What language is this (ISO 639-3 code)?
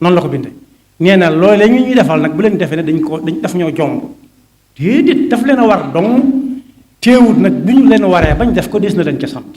wol